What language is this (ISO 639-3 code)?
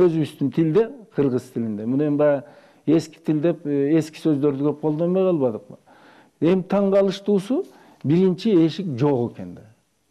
kir